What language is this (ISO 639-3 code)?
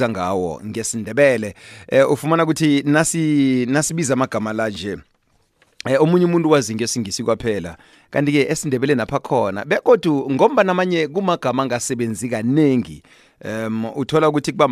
nbl